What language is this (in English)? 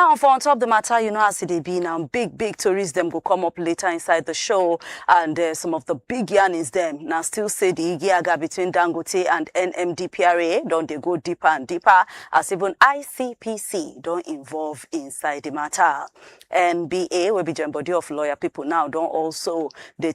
Nigerian Pidgin